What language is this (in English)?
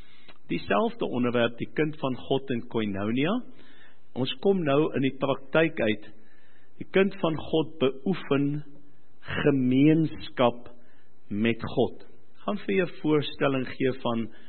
Afrikaans